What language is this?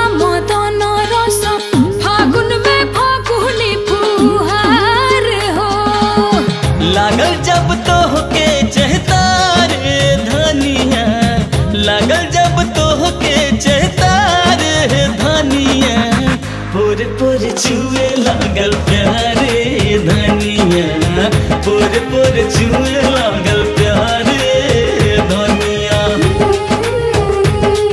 Bhojpuri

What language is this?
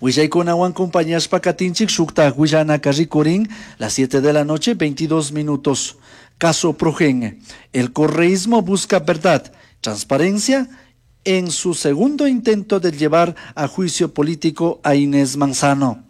Chimborazo Highland Quichua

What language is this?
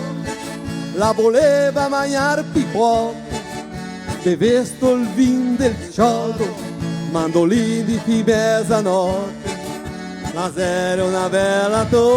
Venetian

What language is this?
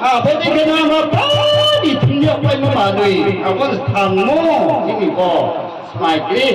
Riang (India)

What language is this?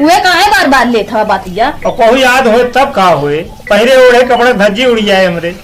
Awadhi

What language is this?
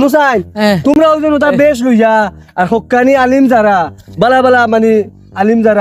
Sylheti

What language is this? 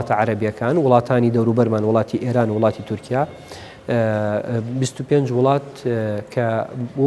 Central Kurdish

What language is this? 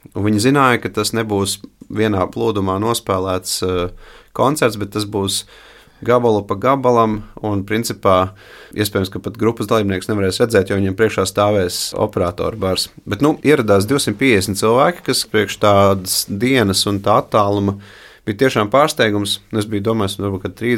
Latvian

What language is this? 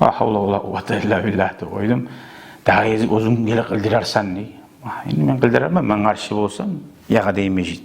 Kumyk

